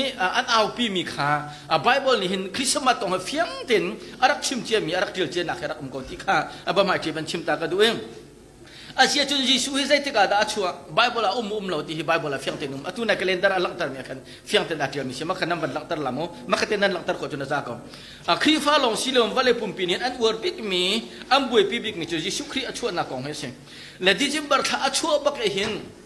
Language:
Hakha Chin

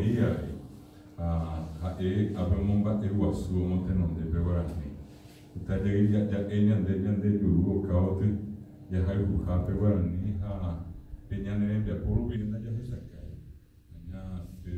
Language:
Guarani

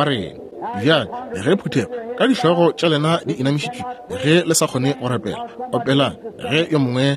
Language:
Northern Sotho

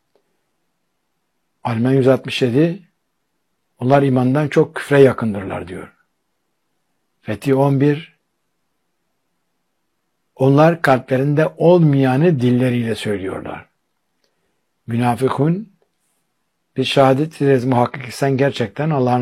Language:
Turkish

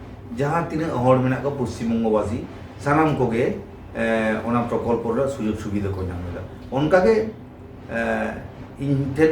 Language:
Santali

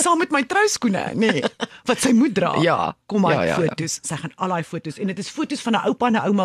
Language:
Afrikaans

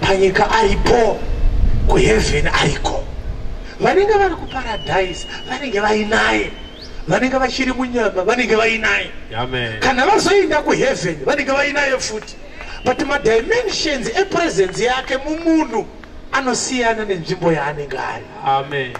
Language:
Shona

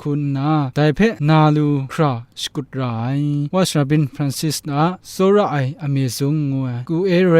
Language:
Kachin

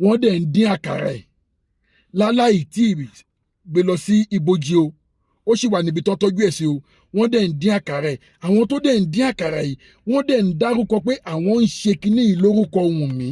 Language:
Yoruba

